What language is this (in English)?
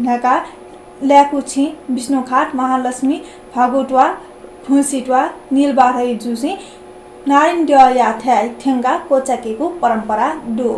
Newari